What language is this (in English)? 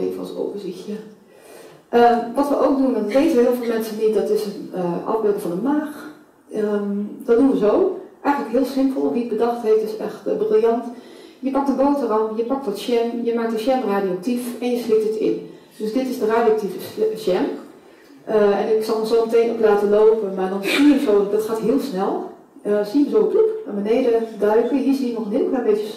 Dutch